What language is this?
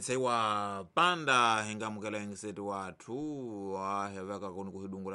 Tsonga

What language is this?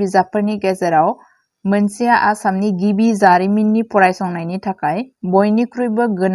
Bodo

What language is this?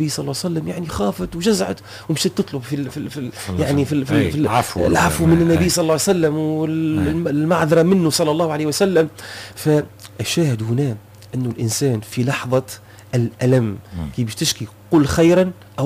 Tunisian Arabic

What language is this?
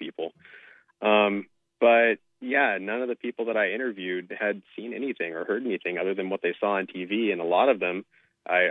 English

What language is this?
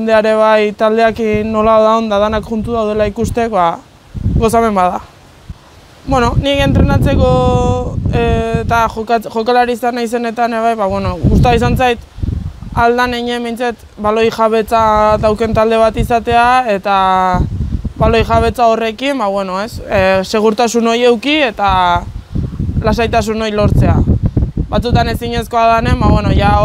Basque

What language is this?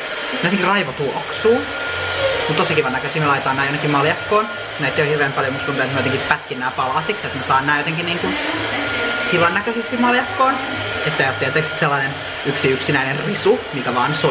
Finnish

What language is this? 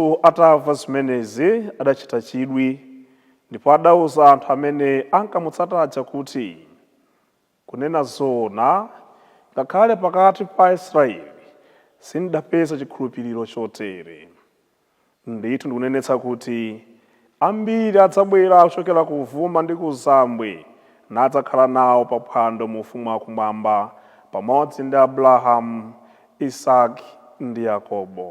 Nyanja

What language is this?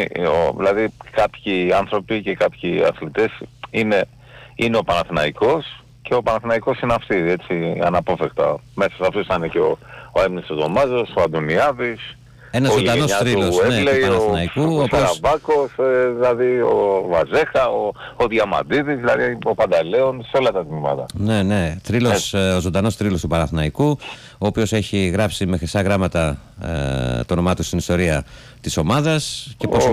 Greek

